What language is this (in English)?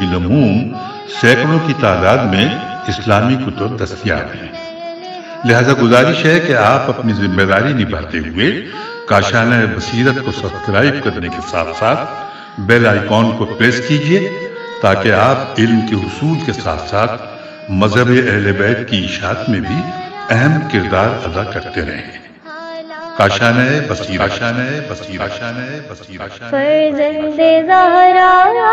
Urdu